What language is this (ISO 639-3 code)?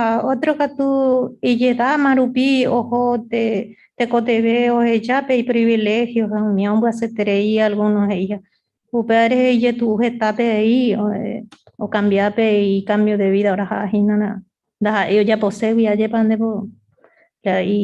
grn